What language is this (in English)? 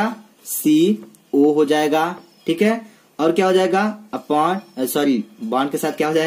Hindi